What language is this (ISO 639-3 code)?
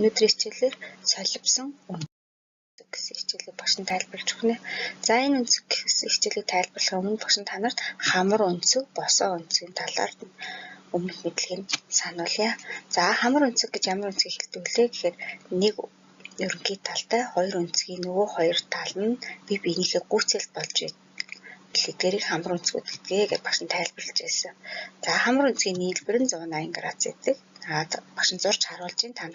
mon